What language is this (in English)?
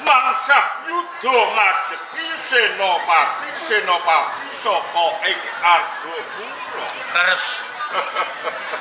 Javanese